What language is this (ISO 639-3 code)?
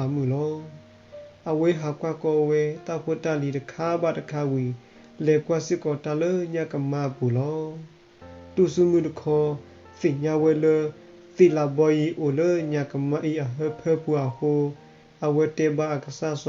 ksw